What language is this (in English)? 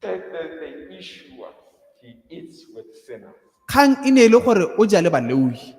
Tswana